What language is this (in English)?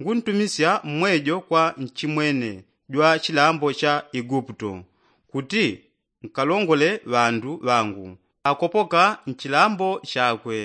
Yao